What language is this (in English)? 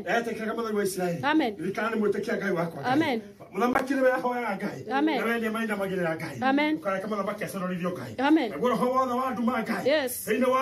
Kikuyu